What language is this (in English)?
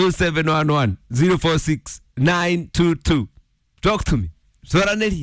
Kikuyu